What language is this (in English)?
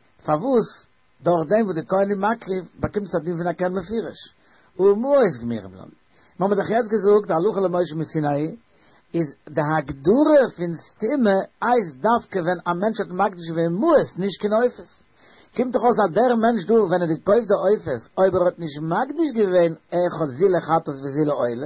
Yiddish